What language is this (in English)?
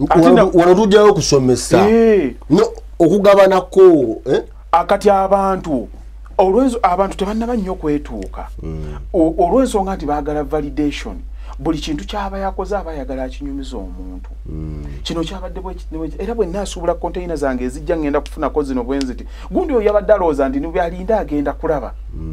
Ganda